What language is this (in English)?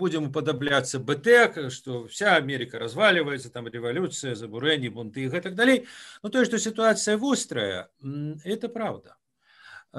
Belarusian